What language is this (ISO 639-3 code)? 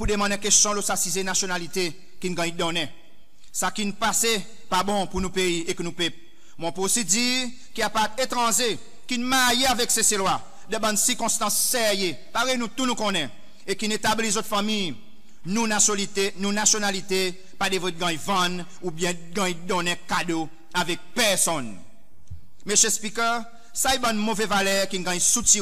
crs